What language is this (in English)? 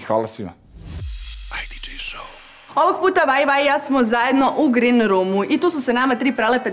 Serbian